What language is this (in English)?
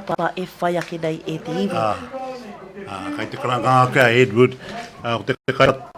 Māori